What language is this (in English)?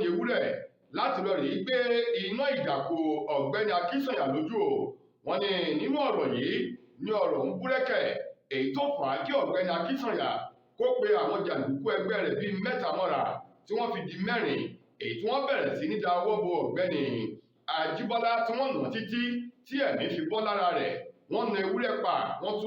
Yoruba